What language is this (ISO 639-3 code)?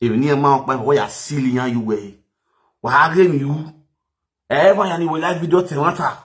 pcm